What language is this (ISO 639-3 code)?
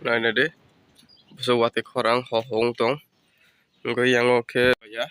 trp